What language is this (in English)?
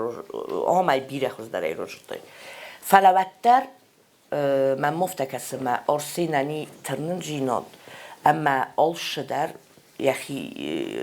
Ossetic